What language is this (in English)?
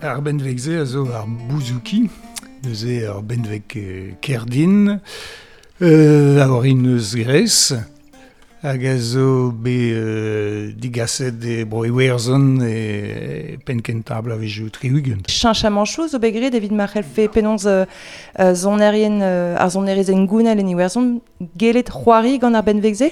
Breton